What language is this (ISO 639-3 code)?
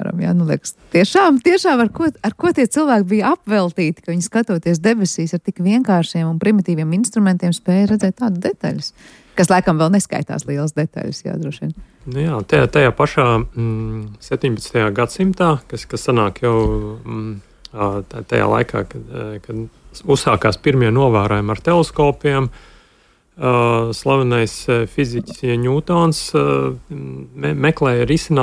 lav